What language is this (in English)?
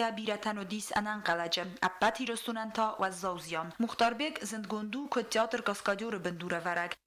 Ossetic